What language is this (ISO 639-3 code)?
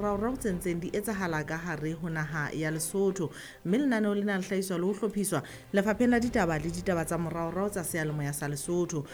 sot